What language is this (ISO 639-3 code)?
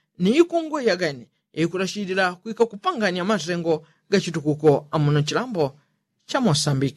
yao